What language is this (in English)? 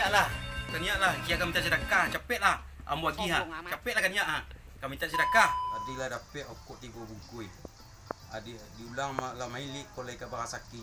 Minangkabau